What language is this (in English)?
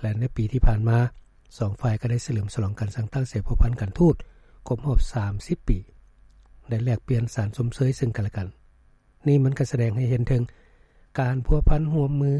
Lao